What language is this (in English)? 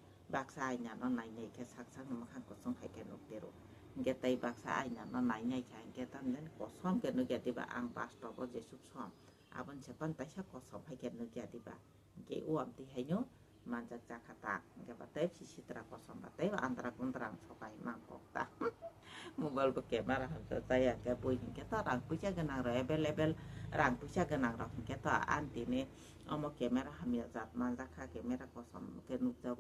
Kok Borok